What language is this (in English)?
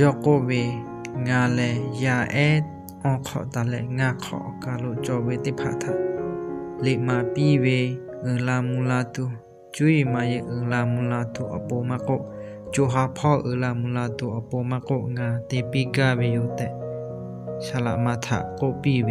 Lahu